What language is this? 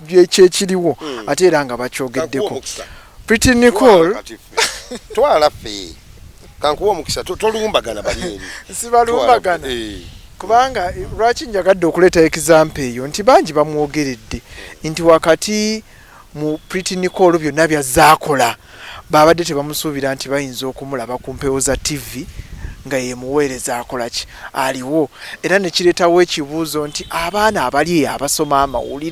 Ganda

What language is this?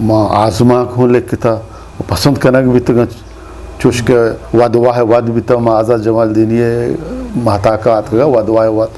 Eastern Balochi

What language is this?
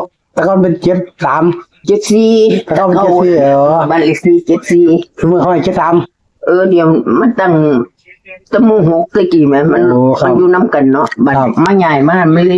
Northeastern Thai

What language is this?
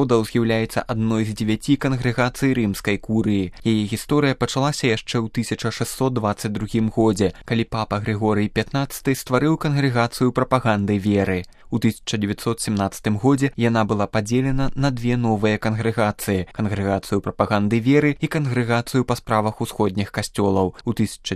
Belarusian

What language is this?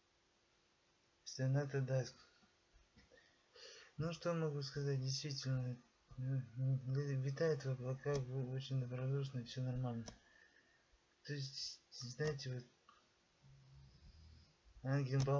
Russian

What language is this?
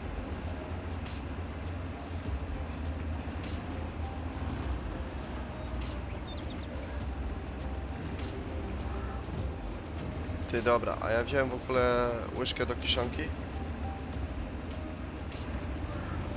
Polish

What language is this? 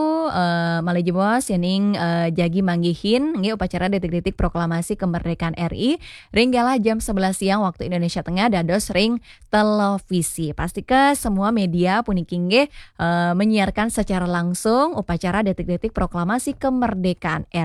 Balinese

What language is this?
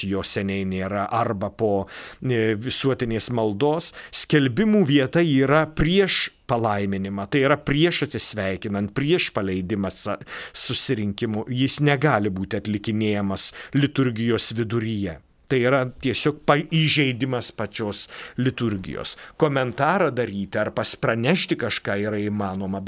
Lithuanian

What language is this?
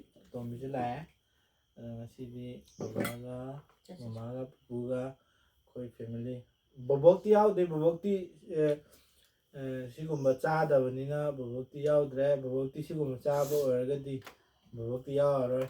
Manipuri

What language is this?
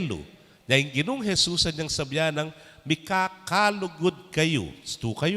Pampanga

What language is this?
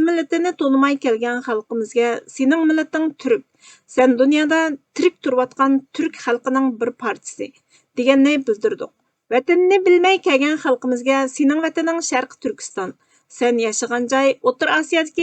Uyghur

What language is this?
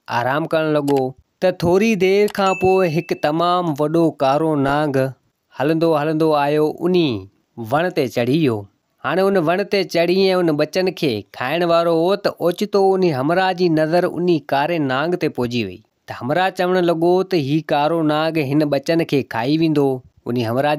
Sindhi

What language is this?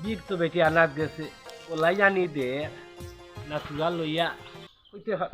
Sylheti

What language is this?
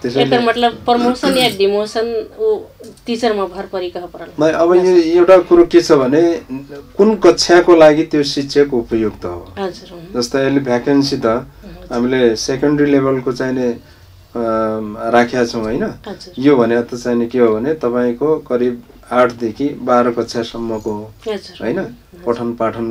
Nepali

